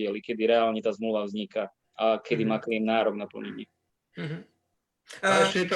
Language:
Slovak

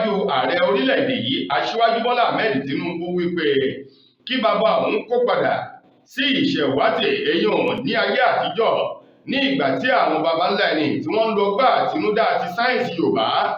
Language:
Yoruba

